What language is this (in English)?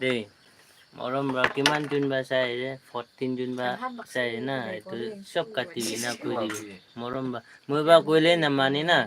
Naga Pidgin